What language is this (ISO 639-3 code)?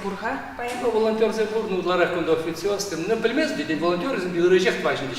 chv